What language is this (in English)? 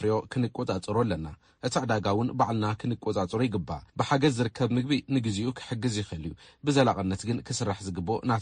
Tigrinya